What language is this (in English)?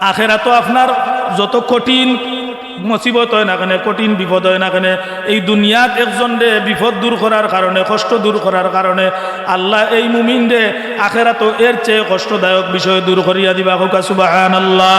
Sylheti